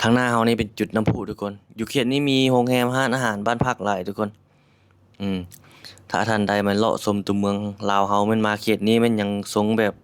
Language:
Lao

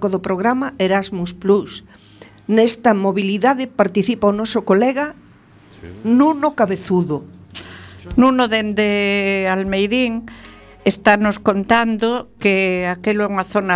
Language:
Galician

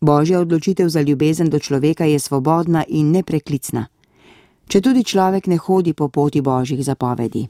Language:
Slovenian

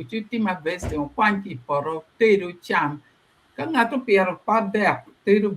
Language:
Acoli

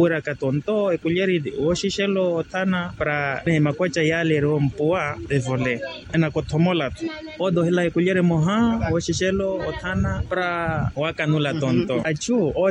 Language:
Makhuwa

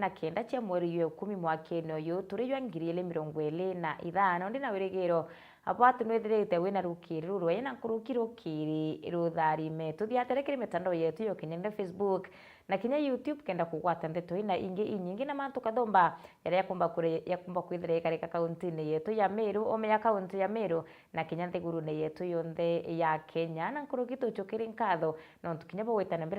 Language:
Meru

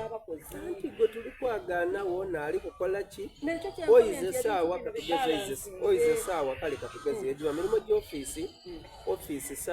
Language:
Soga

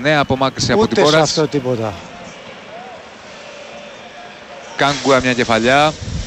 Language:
Greek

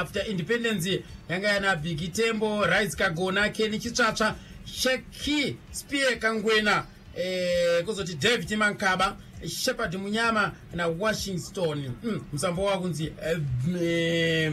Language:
Shona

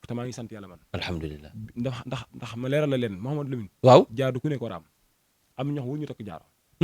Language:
Wolof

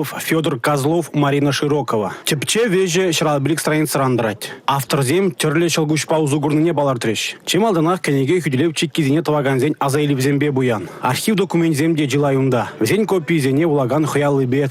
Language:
Chuvash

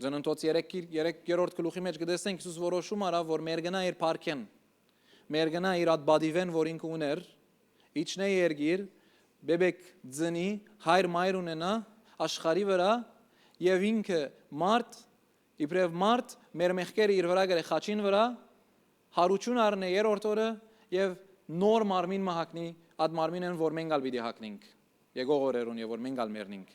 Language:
Western Armenian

